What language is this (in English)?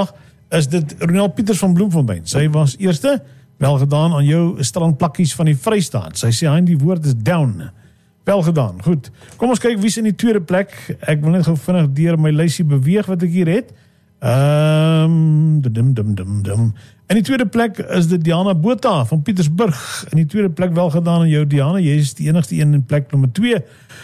Afrikaans